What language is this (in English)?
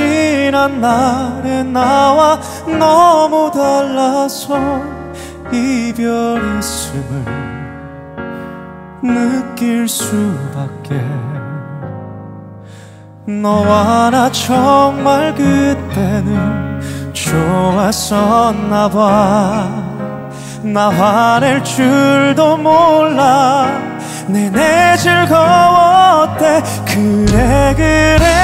Korean